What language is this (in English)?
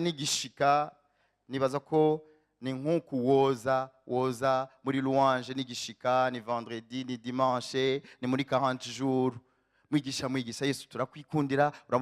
Rundi